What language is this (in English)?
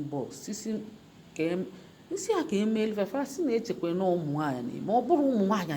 Igbo